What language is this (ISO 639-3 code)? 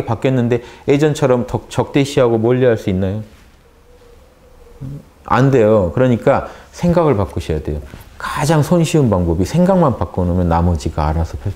kor